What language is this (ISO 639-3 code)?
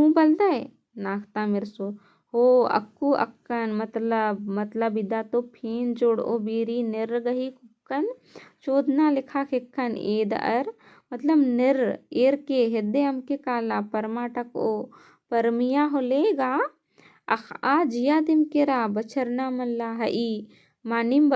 kru